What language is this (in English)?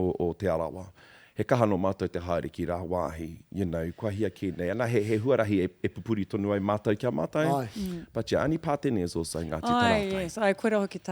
Māori